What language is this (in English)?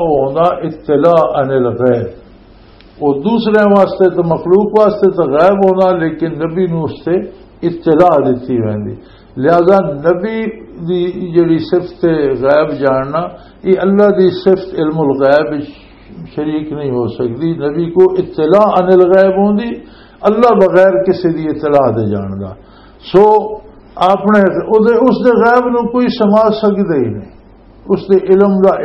Western Panjabi